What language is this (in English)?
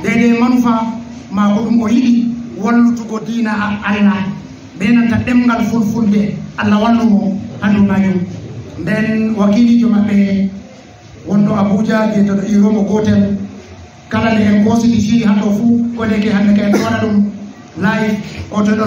Fula